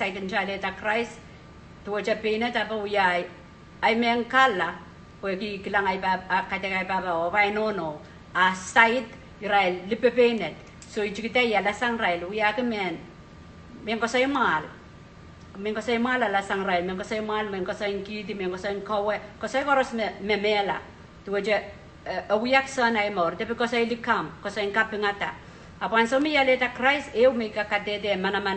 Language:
Pohnpeian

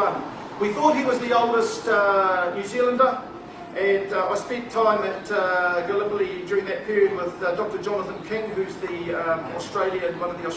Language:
Māori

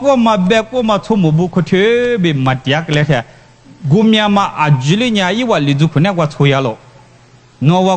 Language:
Lisu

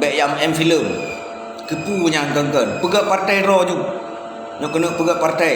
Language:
Achinese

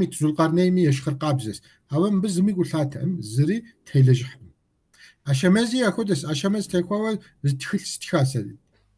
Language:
Kabardian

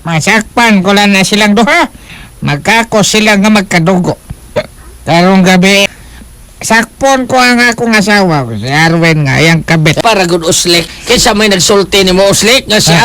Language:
Cebuano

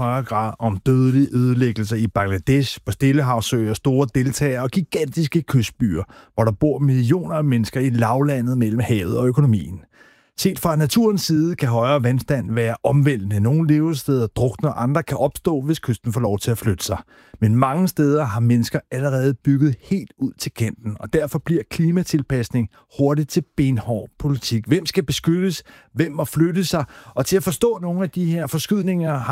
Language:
Danish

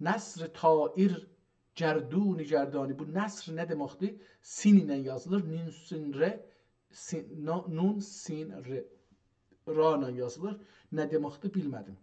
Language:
South Azerbaijani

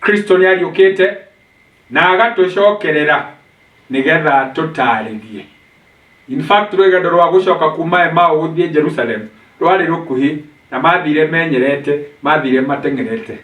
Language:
Kikuyu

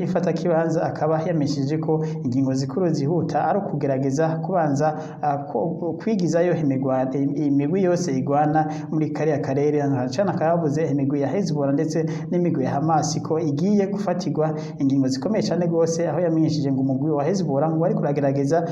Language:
Rundi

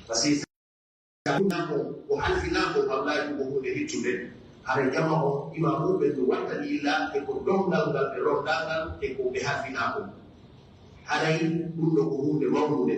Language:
Pular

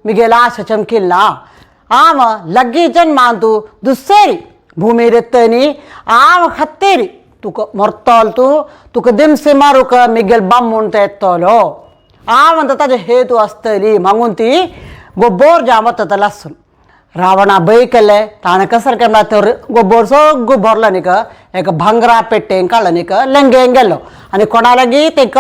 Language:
Konkani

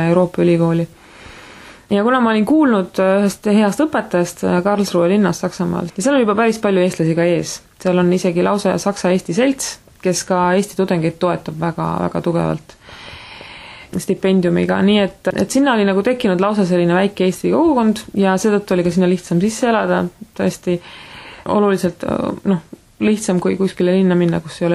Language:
Estonian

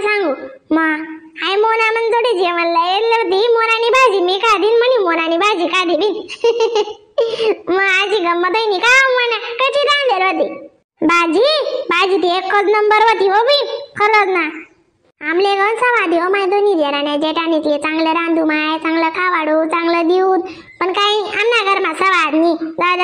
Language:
Khandesi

